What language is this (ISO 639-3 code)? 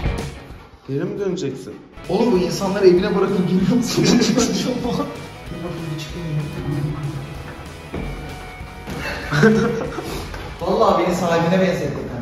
tur